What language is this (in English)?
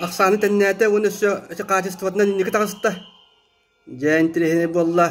Yakut